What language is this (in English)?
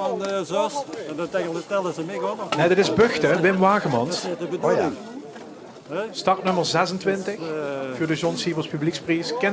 Limburgish